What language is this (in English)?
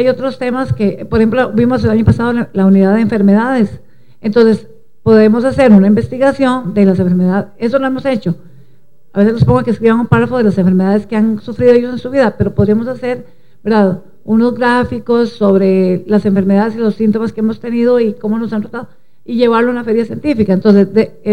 Spanish